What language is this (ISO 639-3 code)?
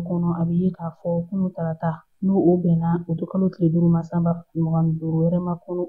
bam